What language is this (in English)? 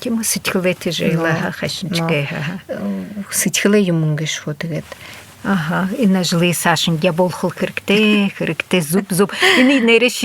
Buriat